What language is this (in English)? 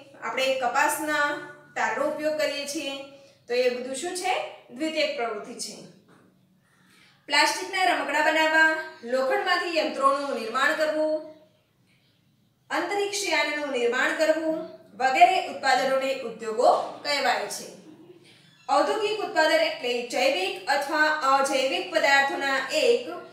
Gujarati